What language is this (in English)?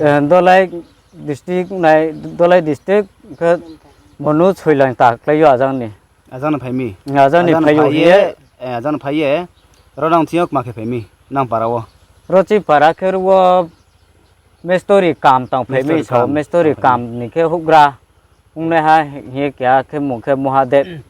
Riang (India)